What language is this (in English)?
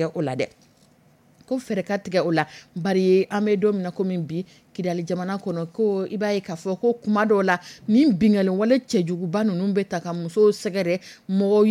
Dyula